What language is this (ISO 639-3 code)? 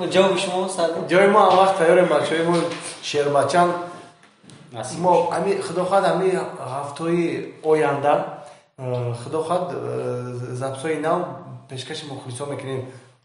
fas